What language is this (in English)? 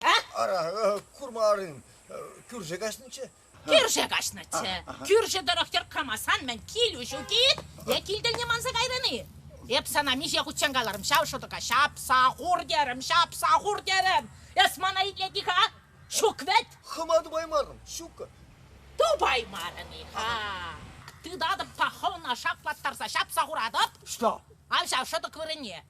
Chuvash